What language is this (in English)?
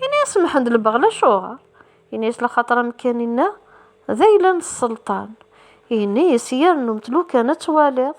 Kabyle